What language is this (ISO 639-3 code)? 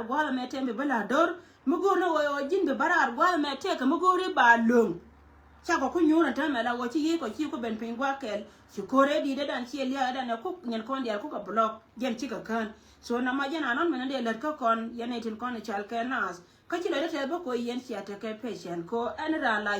nus